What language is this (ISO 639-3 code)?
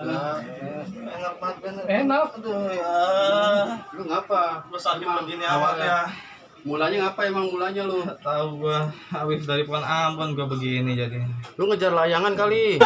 bew